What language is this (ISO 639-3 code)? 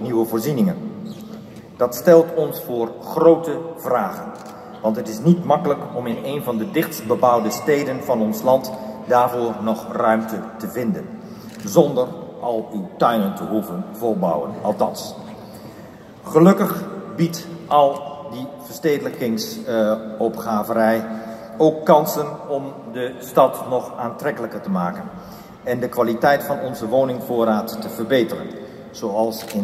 nld